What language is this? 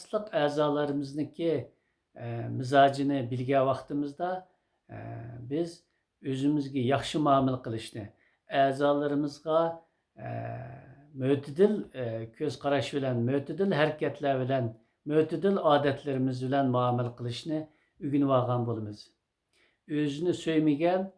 Uyghur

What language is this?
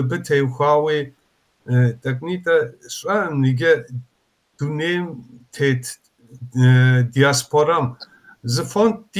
Kabardian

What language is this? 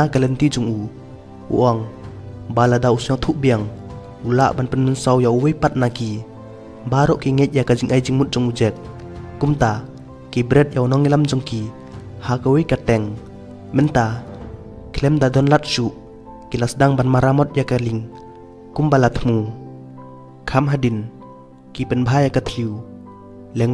Khasi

